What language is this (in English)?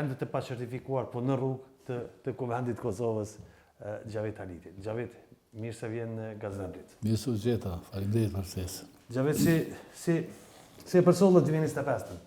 Albanian